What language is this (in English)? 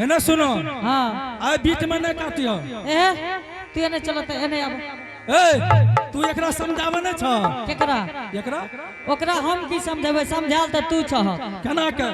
Angika